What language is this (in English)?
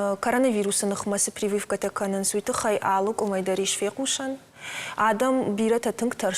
Ossetic